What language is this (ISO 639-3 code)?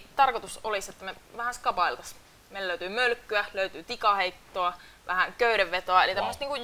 fin